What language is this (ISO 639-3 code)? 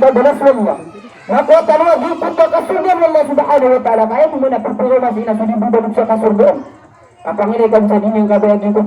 mrw